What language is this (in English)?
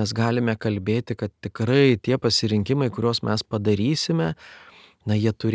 Lithuanian